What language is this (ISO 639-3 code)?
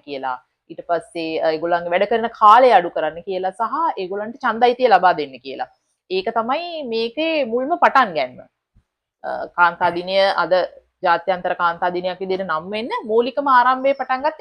sin